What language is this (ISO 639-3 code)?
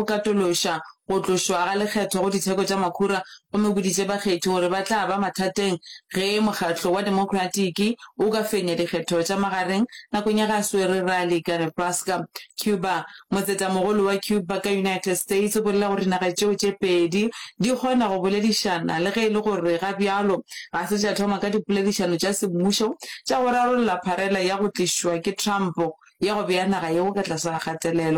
nso